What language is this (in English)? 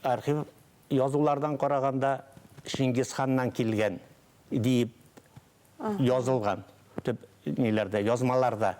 Bashkir